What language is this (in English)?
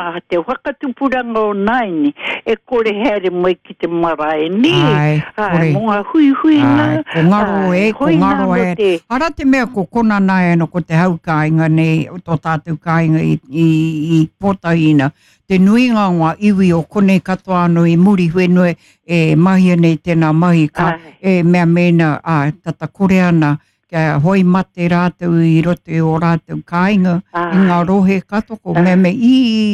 Māori